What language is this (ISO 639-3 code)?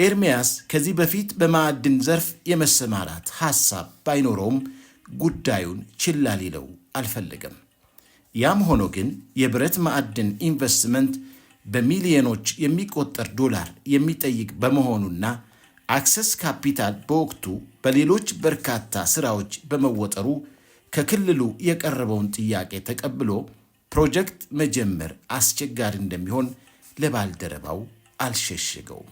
amh